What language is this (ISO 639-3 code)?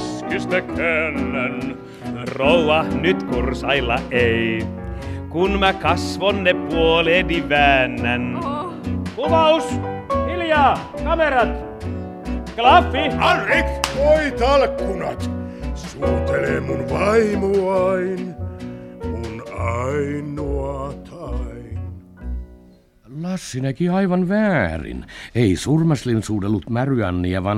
fin